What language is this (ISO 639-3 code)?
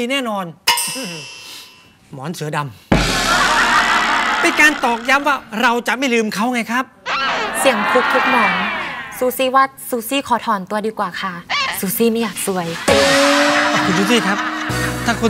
tha